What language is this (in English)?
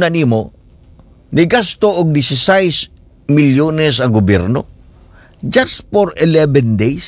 Cebuano